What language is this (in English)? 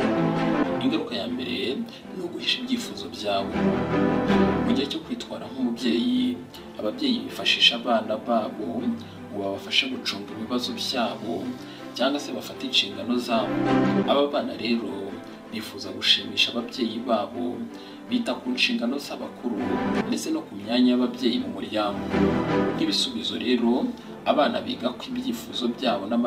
Kinyarwanda